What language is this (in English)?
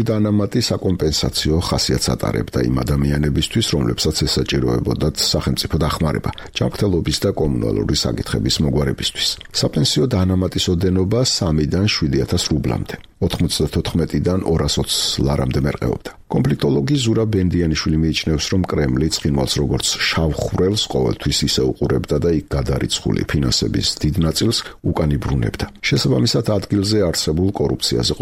Georgian